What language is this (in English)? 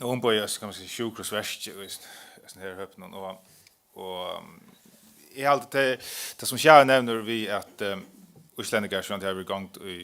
Faroese